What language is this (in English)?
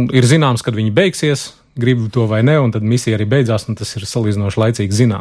Latvian